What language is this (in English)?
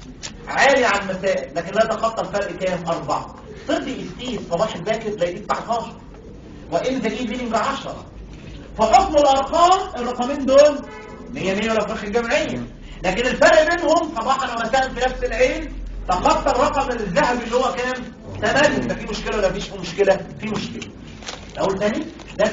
Egyptian Arabic